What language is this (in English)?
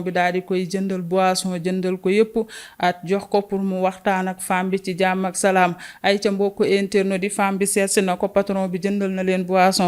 Wolof